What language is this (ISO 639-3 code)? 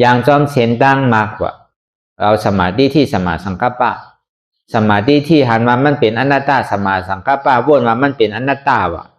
shn